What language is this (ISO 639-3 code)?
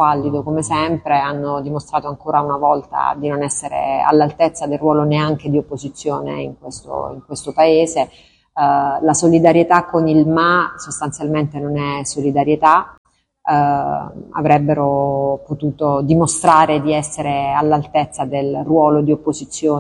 ita